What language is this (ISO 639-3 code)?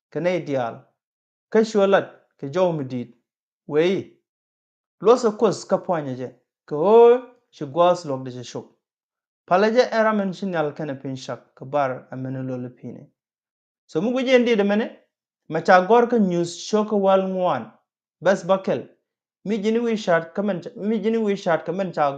nus